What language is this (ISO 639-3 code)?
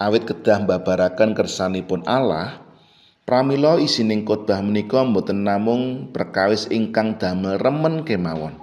jav